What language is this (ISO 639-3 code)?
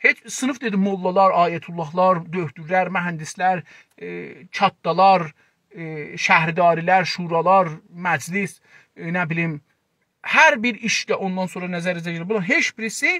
azb